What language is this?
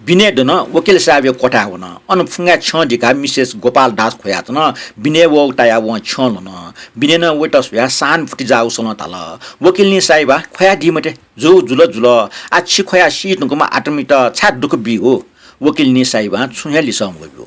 Newari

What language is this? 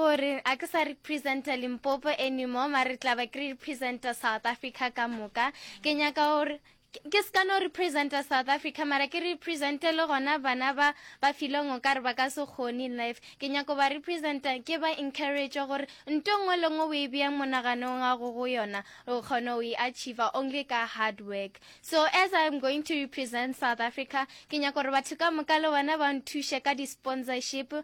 Northern Sotho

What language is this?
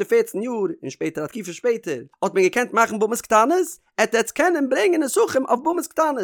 Yiddish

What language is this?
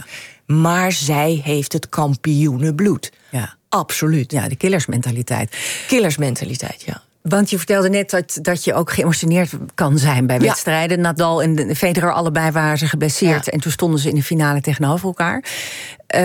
Dutch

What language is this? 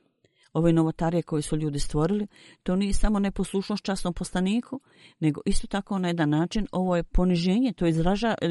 Bosnian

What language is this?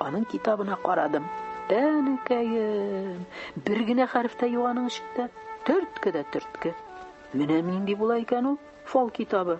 Tatar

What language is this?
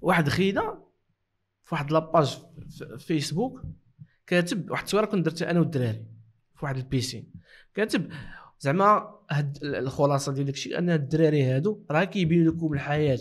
Moroccan Arabic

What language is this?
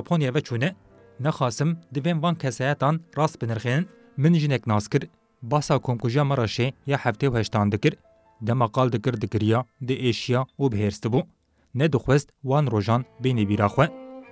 Kurdish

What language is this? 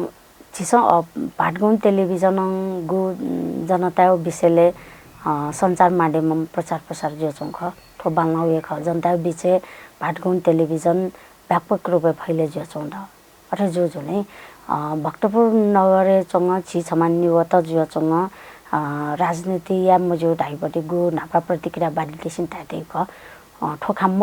Newari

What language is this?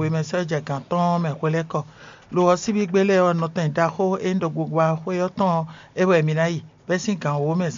Fon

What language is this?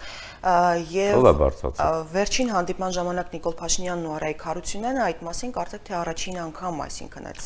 Armenian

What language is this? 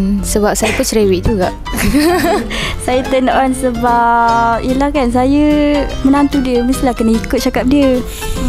Malay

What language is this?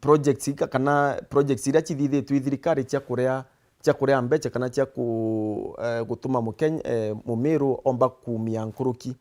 Meru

